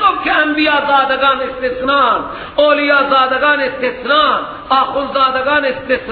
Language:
Persian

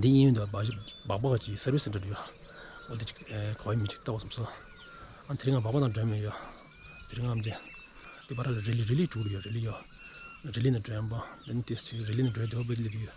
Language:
Tibetan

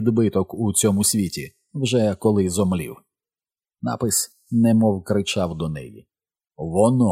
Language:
Ukrainian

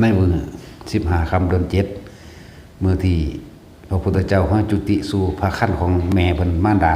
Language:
Northeastern Thai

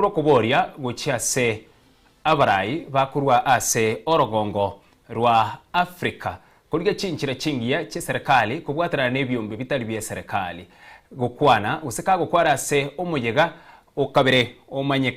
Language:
Gusii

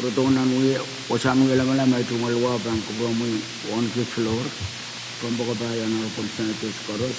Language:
Pohnpeian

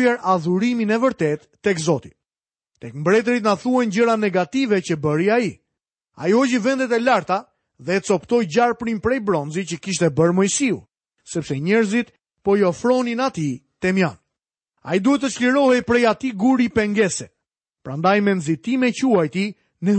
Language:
Albanian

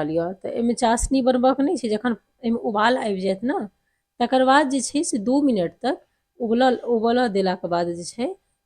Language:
Maithili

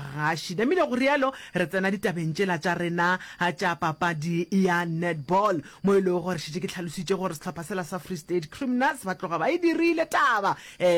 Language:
Northern Sotho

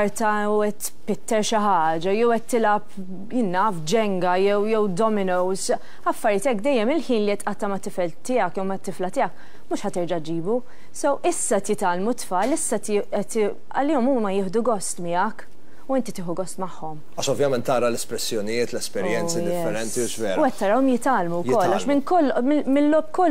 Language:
Maltese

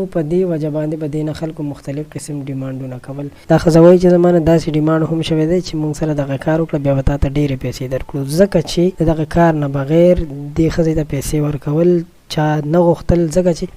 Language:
Pashto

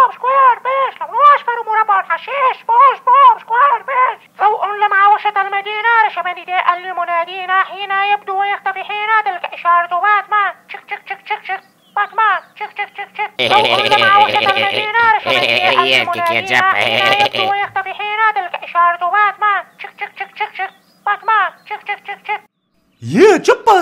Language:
Tunisian Arabic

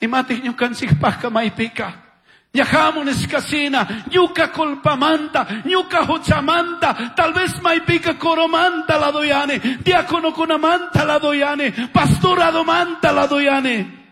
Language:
Chimborazo Highland Quichua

